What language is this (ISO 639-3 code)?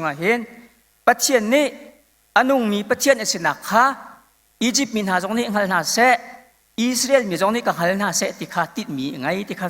cnh